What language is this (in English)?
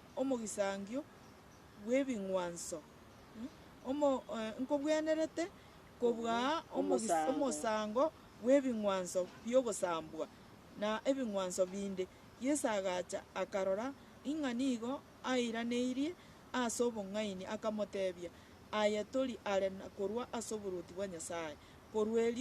Gusii